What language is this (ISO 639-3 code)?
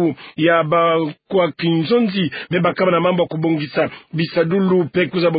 ktu